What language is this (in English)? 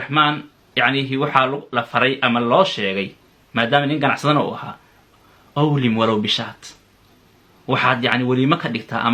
Somali